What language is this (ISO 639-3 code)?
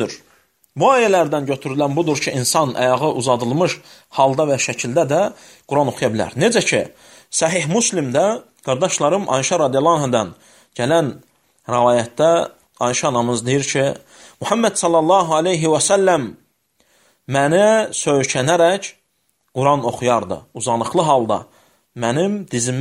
aze